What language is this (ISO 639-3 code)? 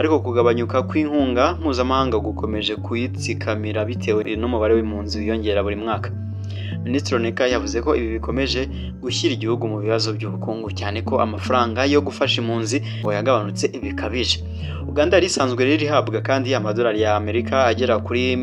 kin